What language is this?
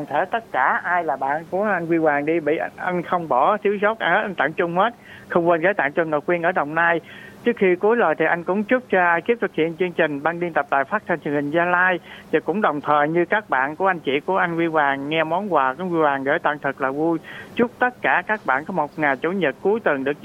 Vietnamese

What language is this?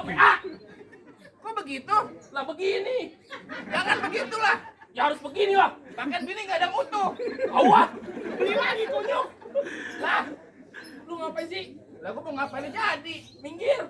Betawi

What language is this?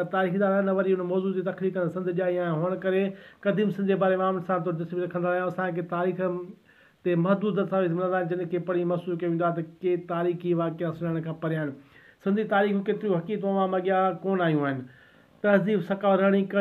Sindhi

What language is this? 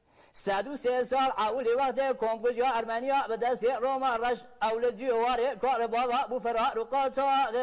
Kurdish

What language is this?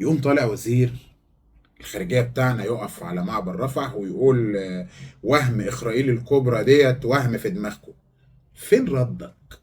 Egyptian Arabic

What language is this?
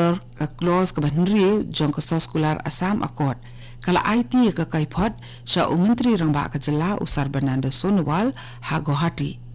Khasi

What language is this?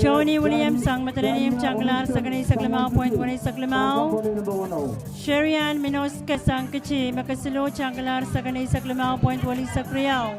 Pohnpeian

